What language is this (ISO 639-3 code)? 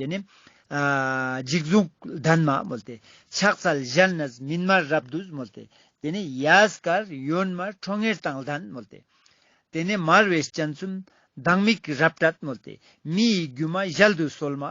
lbj